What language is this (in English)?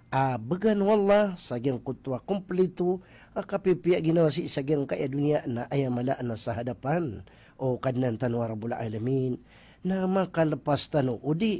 Maranao